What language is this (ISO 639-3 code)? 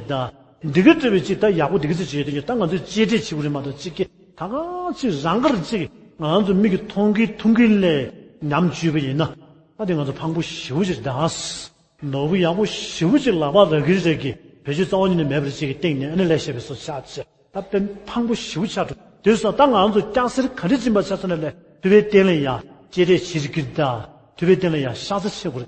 bod